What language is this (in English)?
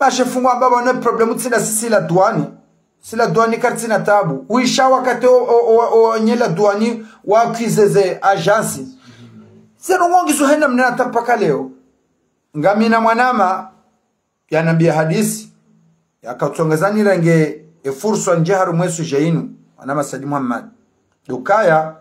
Ngazidja Comorian